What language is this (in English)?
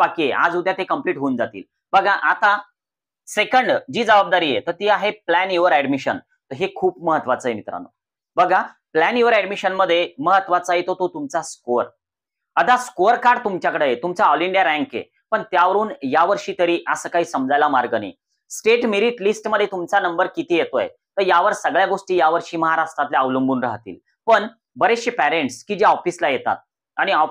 Marathi